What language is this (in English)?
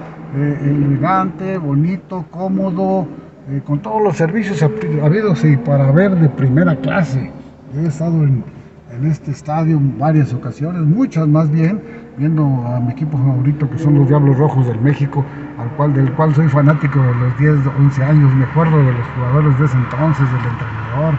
Spanish